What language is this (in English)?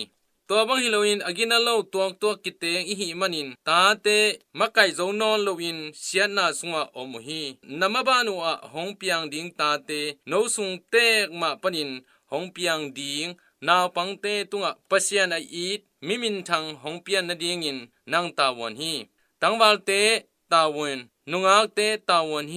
Tedim Chin